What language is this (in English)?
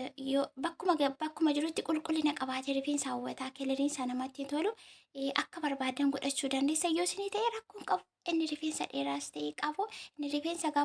Oromo